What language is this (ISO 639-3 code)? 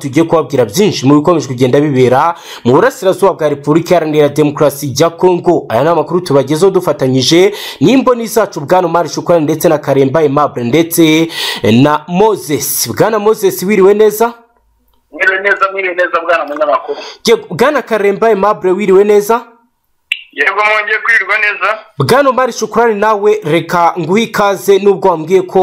kin